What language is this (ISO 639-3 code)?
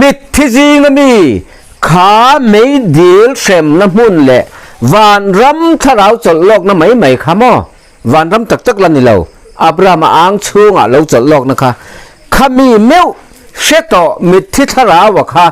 lus